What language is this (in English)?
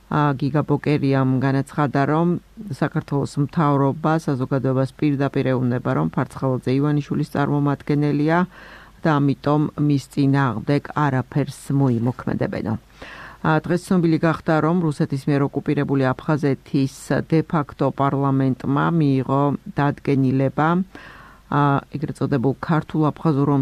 Georgian